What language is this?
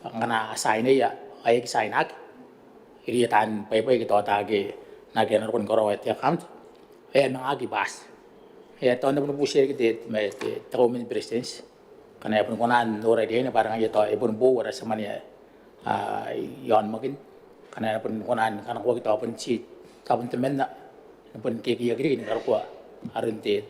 Gilbertese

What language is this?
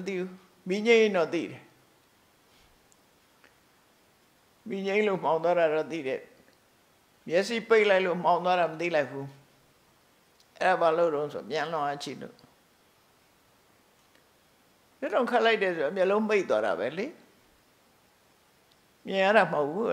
Burmese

